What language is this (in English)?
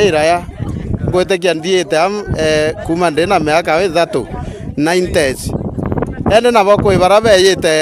Meru